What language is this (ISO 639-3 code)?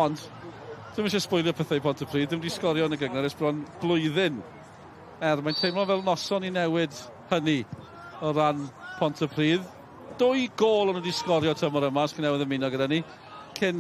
cym